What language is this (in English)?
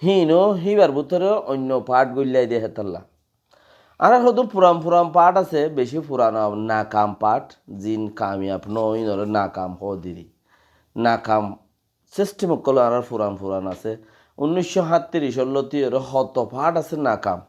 Rohingya